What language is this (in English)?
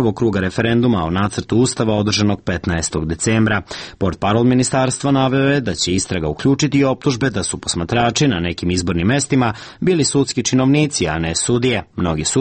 Serbian